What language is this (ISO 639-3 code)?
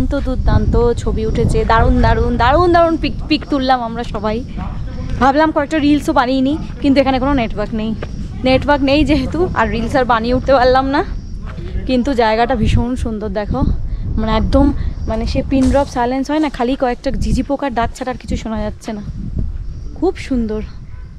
ben